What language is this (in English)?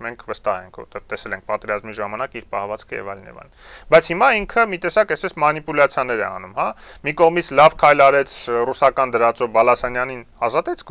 Armenian